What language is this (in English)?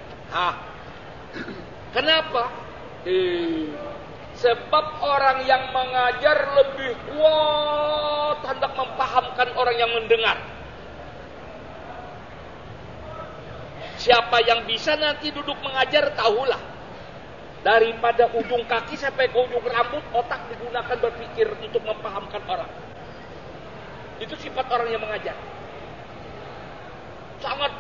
Indonesian